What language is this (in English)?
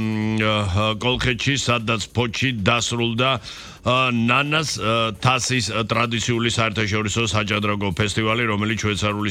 Georgian